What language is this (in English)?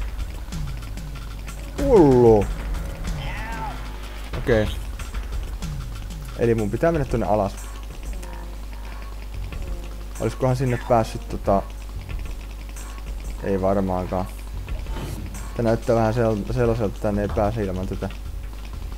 Finnish